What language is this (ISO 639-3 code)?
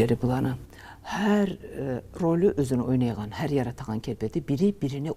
kum